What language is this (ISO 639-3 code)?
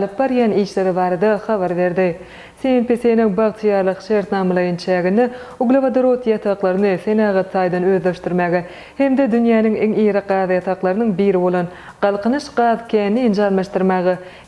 tuk